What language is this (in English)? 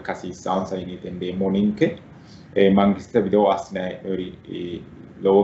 Sidamo